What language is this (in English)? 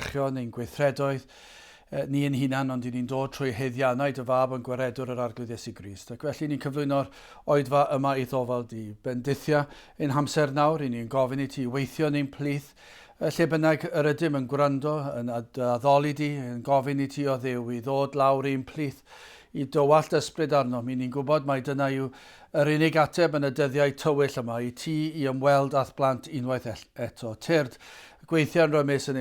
Welsh